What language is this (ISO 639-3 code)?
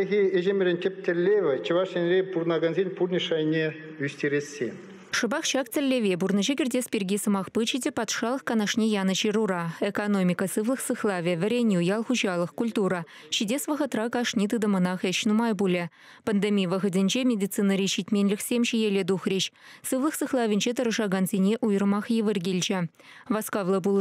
chv